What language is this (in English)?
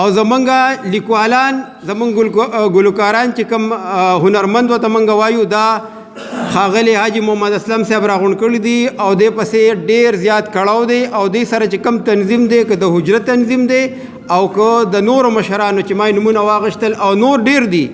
Pashto